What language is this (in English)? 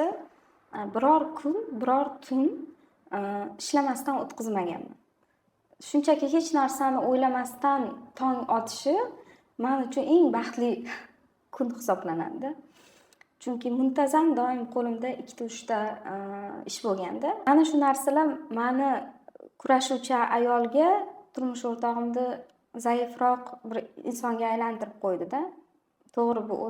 Uzbek